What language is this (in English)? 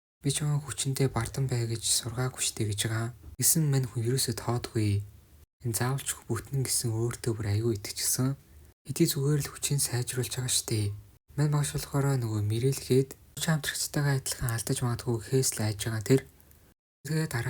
Mongolian